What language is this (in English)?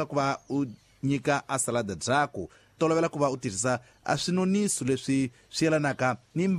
Tsonga